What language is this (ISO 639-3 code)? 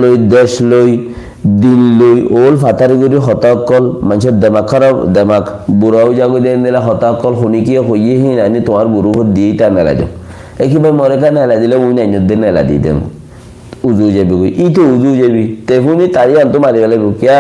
rhg